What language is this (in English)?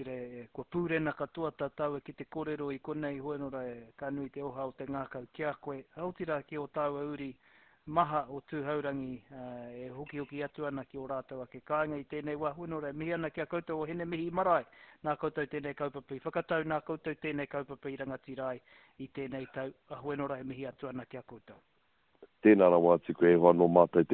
Māori